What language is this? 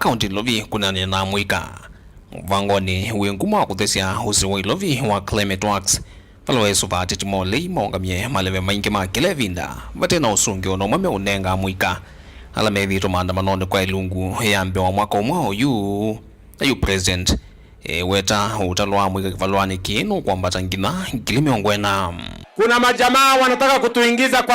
Kamba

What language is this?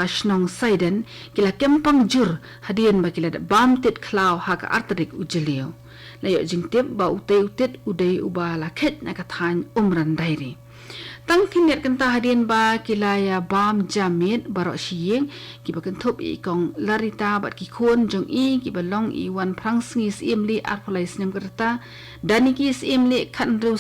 Khasi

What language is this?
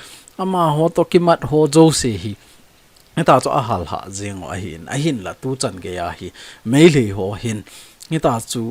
Thado Chin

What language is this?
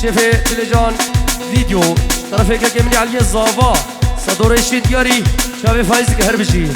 Kurdish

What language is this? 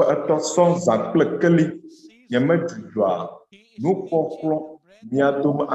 Ewe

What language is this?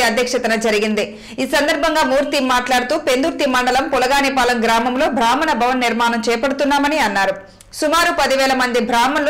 Telugu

